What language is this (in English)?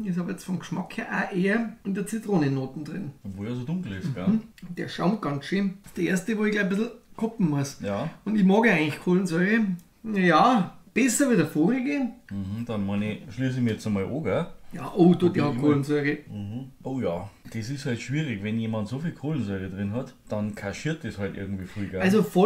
Bavarian